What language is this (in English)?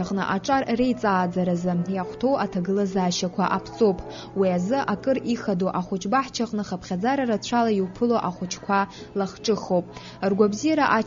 Abkhazian